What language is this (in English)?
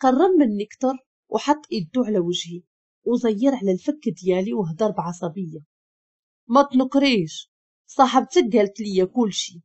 Moroccan Arabic